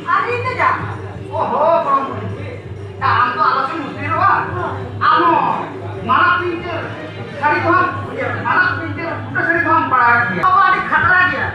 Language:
Santali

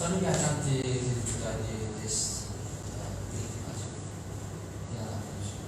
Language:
Morisyen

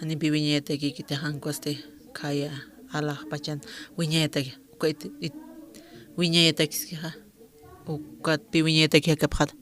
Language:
Aymara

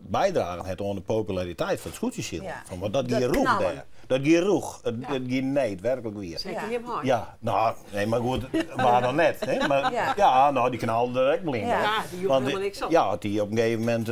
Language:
Western Frisian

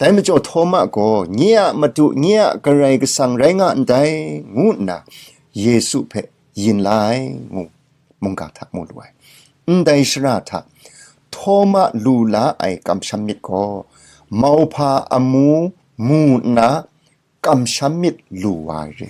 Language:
Kachin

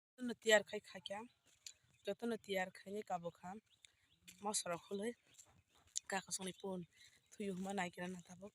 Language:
Kok Borok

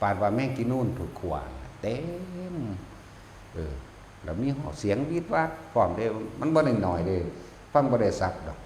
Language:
Northeastern Thai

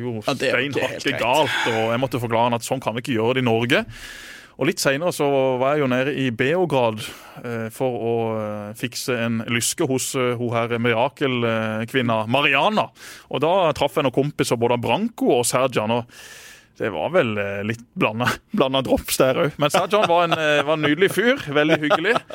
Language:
Norwegian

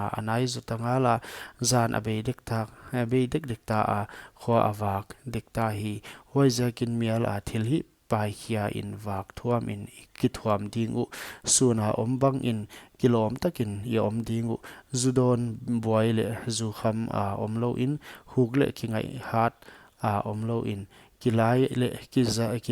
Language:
Paite Chin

